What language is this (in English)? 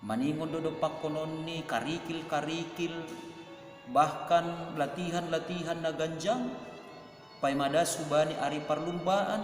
Batak Simalungun